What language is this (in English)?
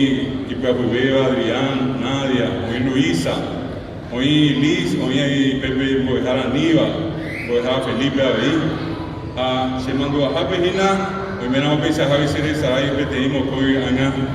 Guarani